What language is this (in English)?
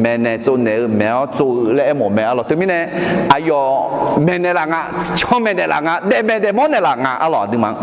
Akha